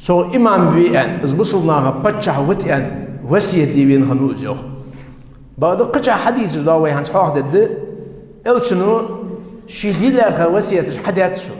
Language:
Ingush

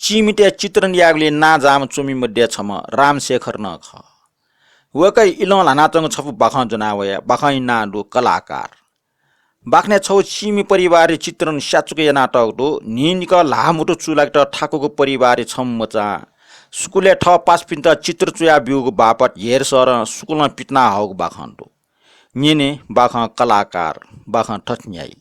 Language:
Newari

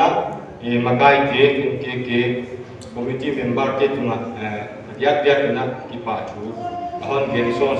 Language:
Paite Chin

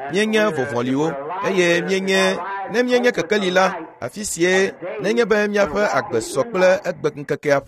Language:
Ewe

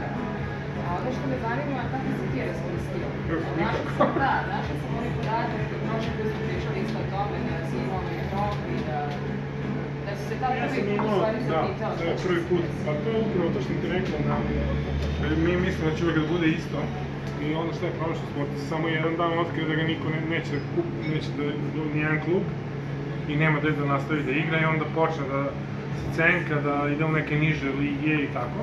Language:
Serbian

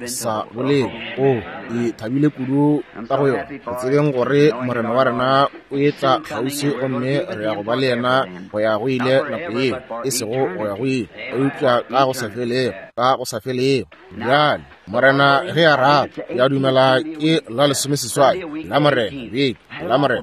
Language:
Northern Sotho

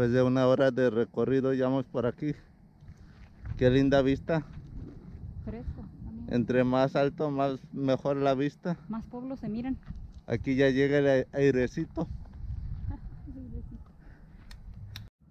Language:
Spanish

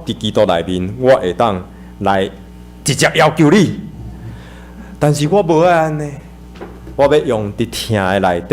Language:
Min Nan Chinese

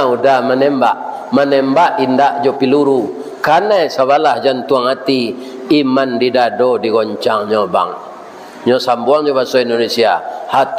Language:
Minangkabau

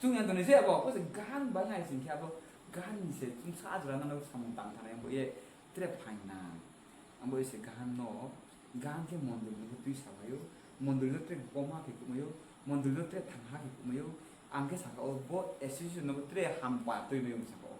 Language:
Riang (India)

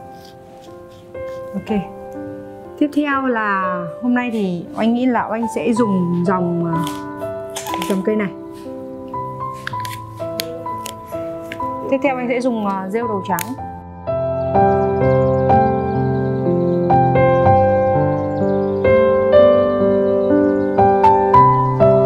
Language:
Vietnamese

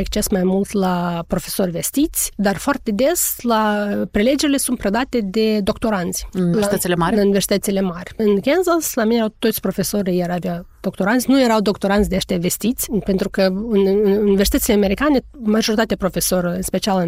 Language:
Romanian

